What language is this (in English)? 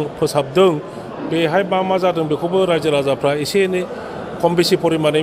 Bodo